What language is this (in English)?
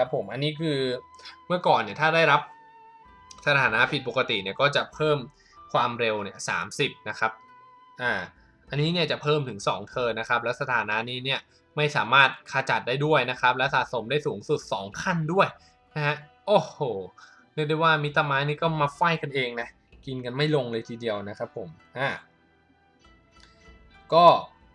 Thai